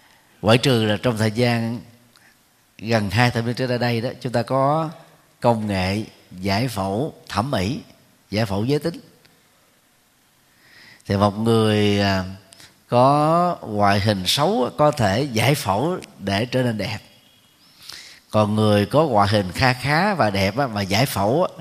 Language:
Vietnamese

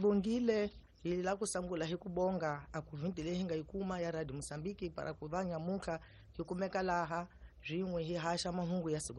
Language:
Tsonga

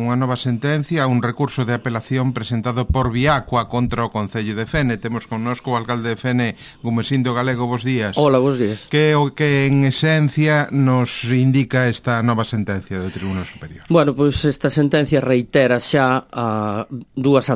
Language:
Galician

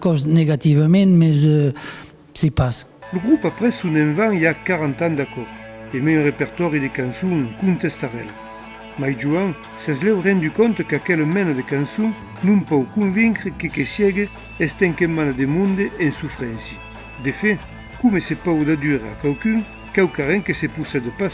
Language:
Occitan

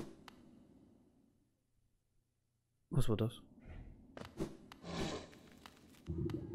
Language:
German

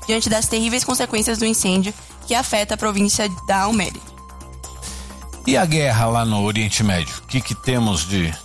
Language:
Portuguese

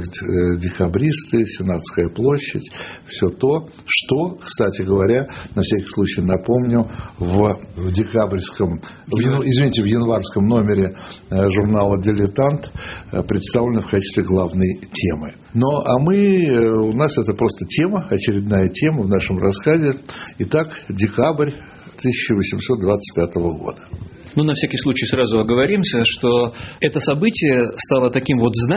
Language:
Russian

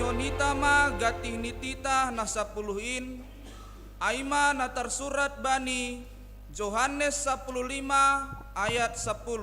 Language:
Batak Simalungun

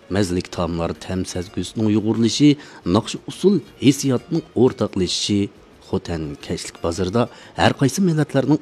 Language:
Uyghur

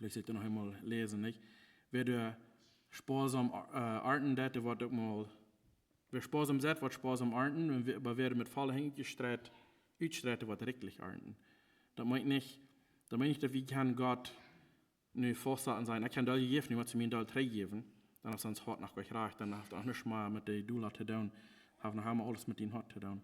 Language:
Plautdietsch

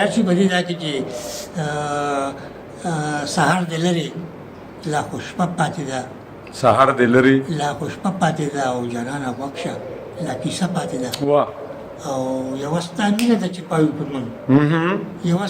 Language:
Pashto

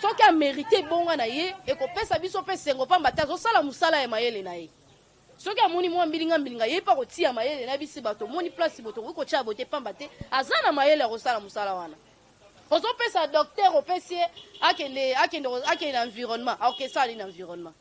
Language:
Lingala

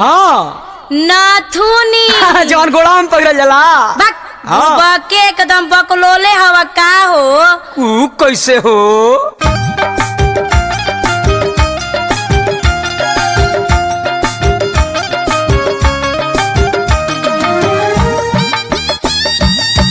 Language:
Bhojpuri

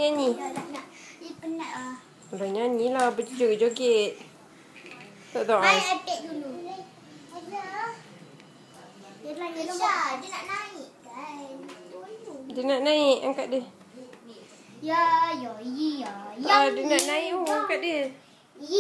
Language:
Malay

